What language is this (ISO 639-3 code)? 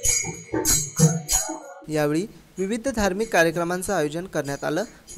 mar